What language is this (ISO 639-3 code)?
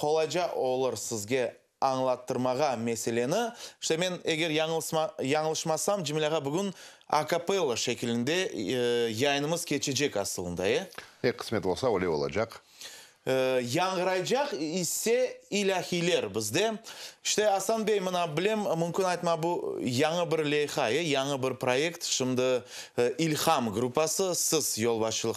crh